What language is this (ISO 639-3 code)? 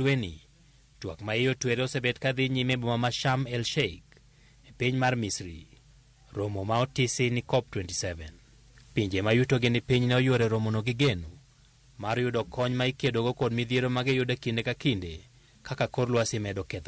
luo